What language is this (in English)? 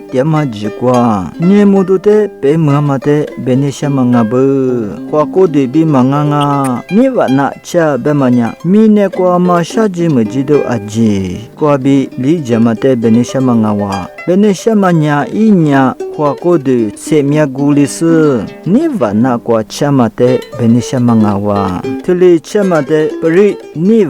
Lisu